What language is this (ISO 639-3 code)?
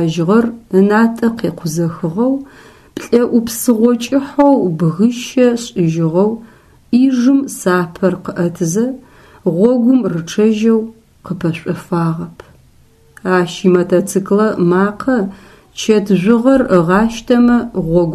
ady